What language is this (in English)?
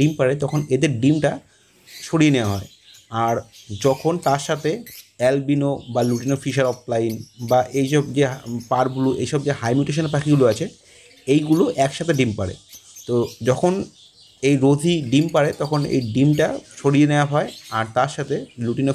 Bangla